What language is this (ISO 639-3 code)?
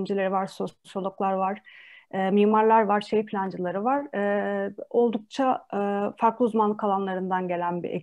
tur